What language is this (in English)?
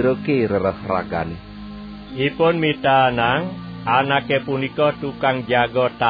Balinese